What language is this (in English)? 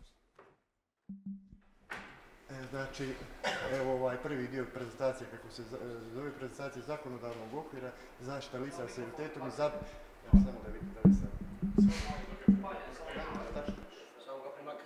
Bosnian